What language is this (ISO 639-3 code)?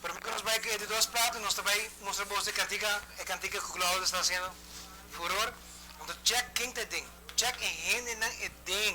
pap